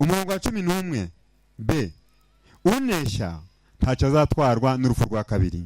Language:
Kinyarwanda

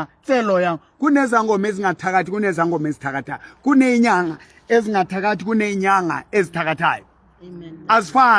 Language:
Southern Sotho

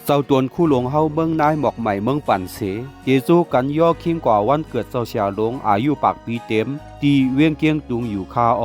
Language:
Shan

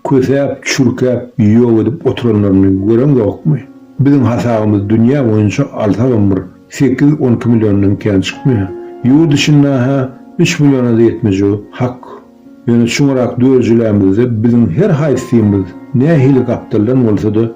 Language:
Turkmen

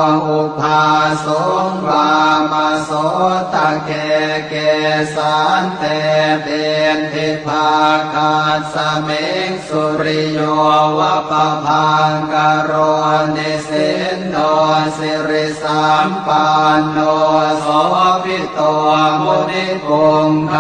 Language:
Pali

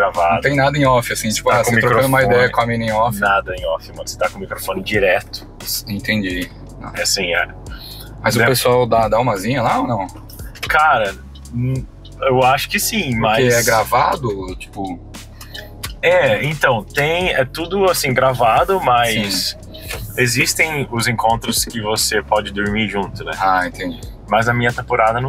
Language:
Portuguese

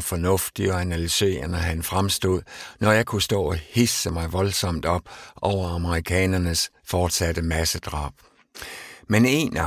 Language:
Danish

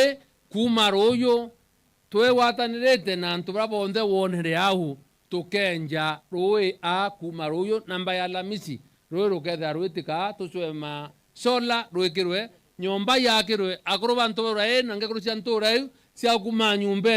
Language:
Meru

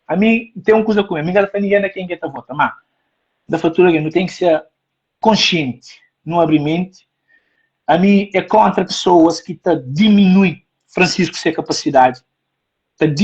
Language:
Kabuverdianu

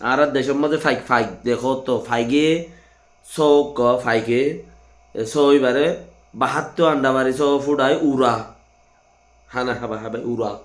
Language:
Rohingya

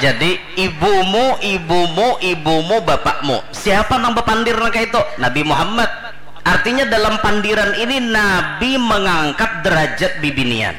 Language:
Banjar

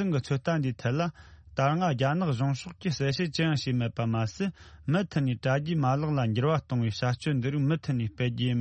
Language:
Tibetan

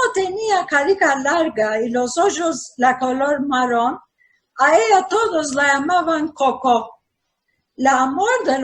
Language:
Ladino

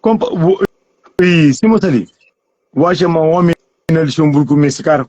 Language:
Kabuverdianu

